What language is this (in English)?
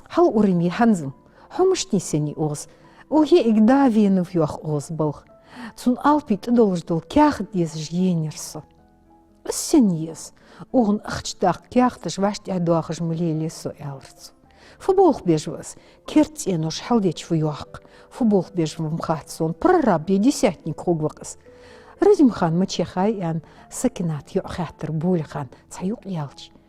Ingush